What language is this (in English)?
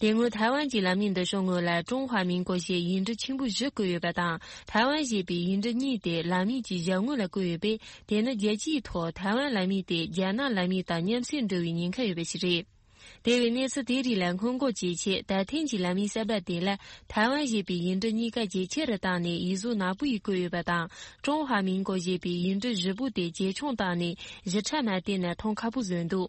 Tibetan